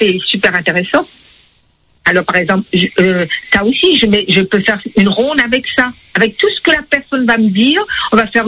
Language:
French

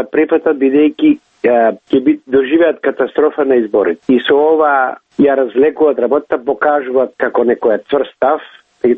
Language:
Macedonian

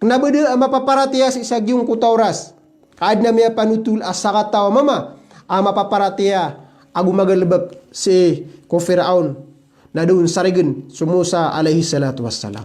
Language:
Maranao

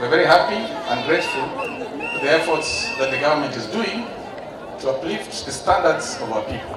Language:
Gusii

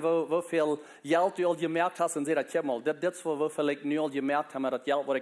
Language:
Plautdietsch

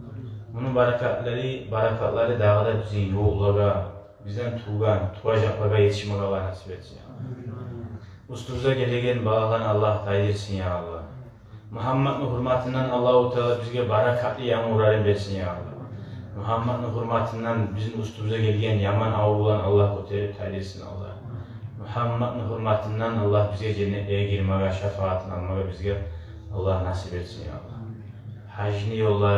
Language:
Kumyk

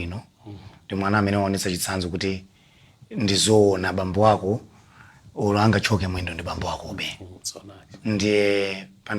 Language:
Nyanja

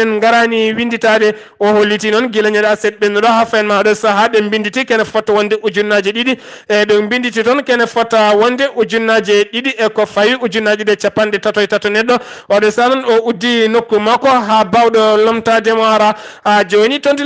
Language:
Fula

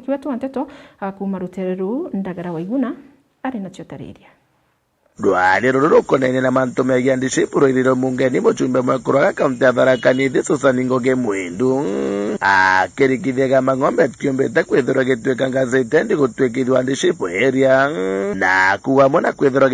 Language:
Meru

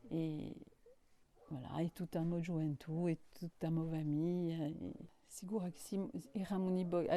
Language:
Corsican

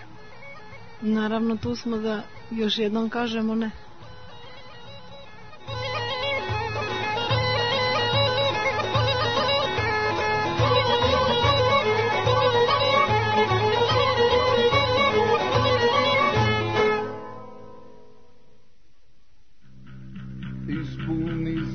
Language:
Serbian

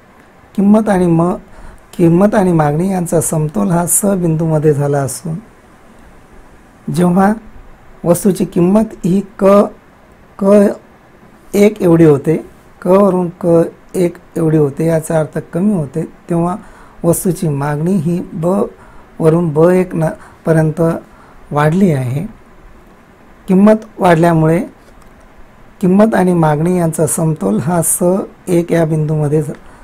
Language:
Marathi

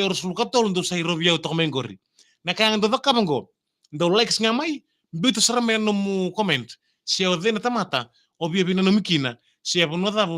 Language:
Fijian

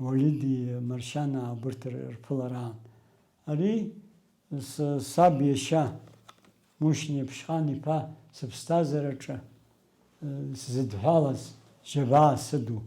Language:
Abkhazian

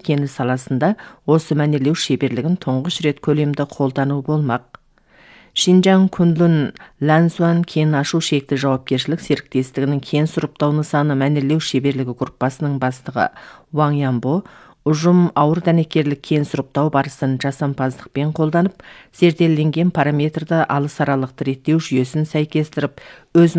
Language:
Kazakh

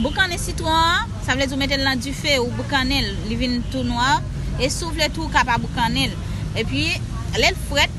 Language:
Haitian Creole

